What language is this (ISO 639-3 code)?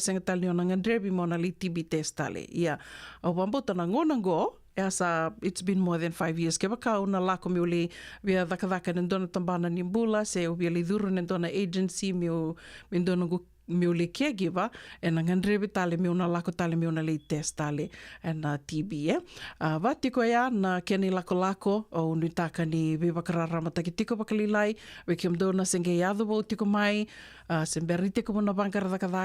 fij